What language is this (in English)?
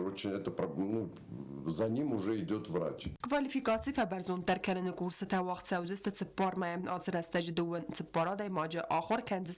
Ossetic